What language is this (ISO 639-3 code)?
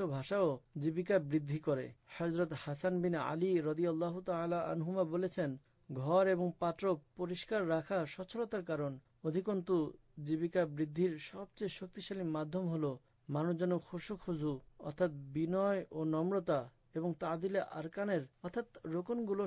ben